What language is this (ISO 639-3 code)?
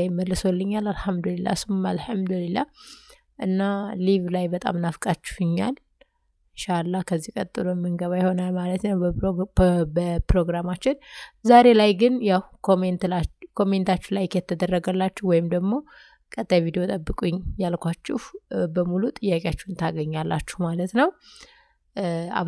amh